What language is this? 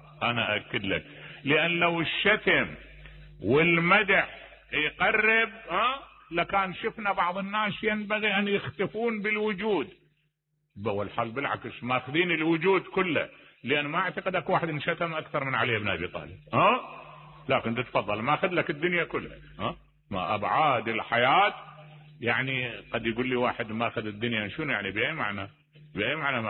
Mesopotamian Arabic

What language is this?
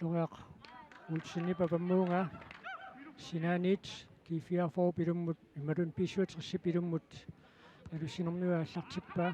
Kalaallisut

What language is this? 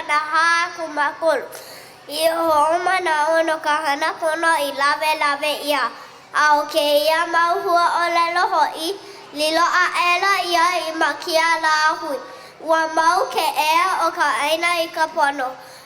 Hawaiian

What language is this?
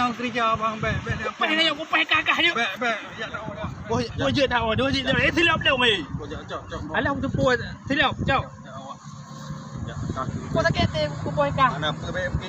Achinese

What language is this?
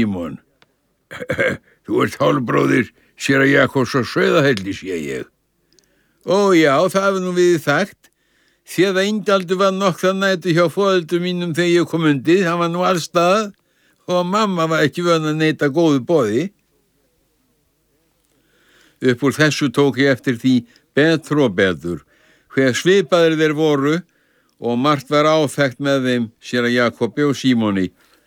Icelandic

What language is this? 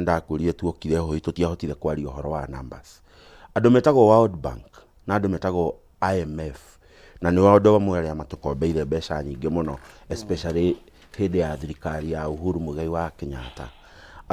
Kikuyu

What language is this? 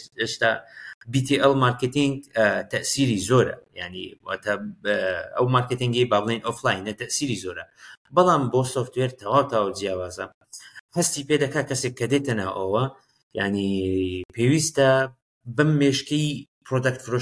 Central Kurdish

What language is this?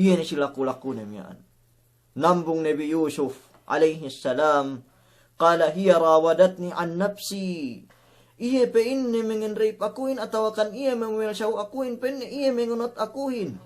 Yakan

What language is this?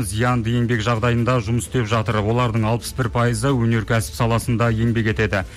Kazakh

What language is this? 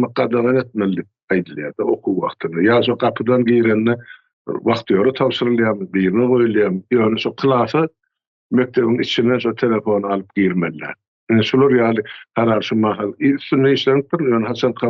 Turkmen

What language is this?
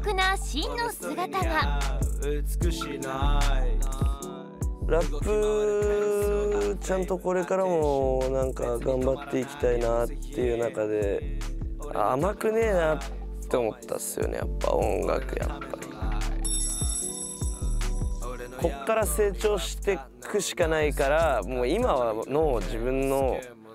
Japanese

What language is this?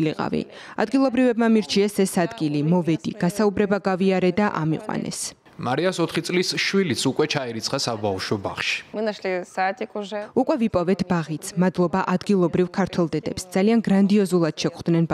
Georgian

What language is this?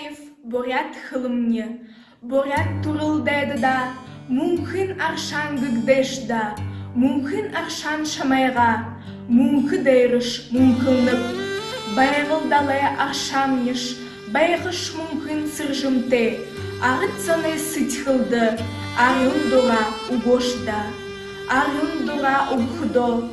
Buriat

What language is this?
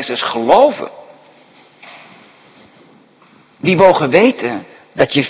Dutch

